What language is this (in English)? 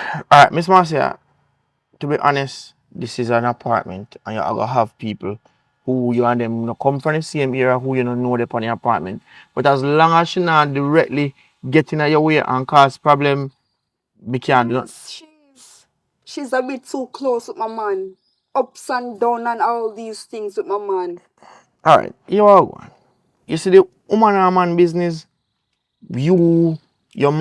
Jamaican Creole English